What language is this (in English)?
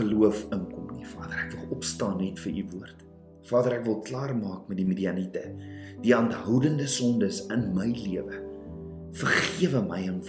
Afrikaans